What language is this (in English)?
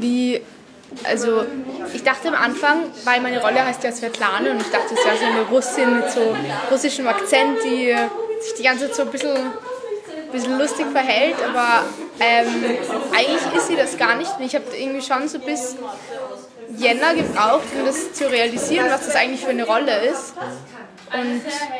German